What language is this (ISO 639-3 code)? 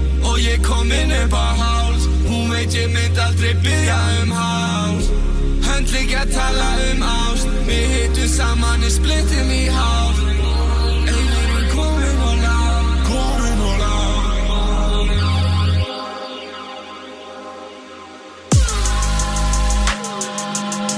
isl